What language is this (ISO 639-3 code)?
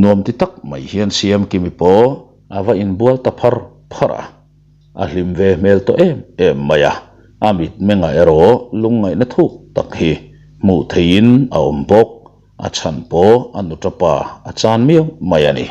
lus